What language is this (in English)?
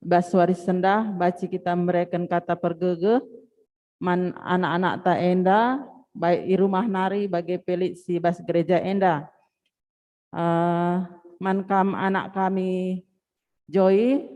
Batak Karo